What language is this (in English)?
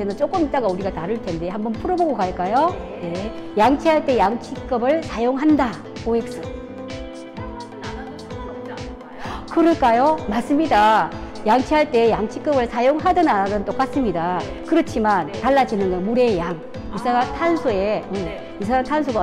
Korean